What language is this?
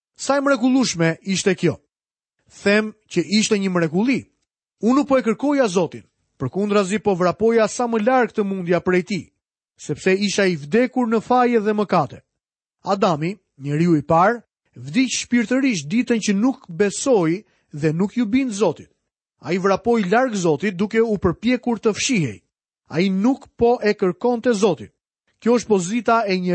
Albanian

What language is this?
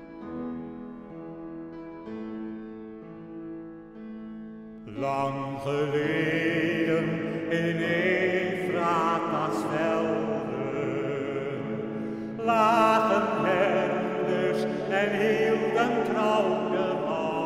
Dutch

